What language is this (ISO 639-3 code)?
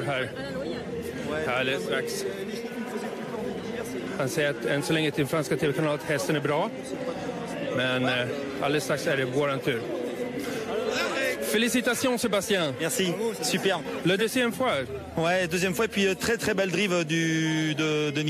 swe